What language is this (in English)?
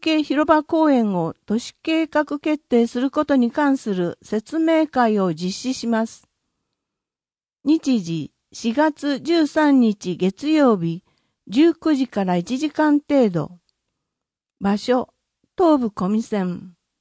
Japanese